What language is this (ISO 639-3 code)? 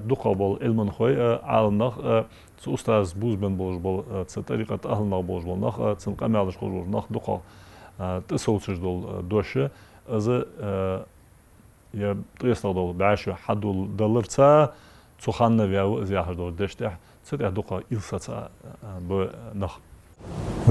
inh